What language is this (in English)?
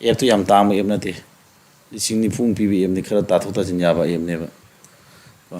Manipuri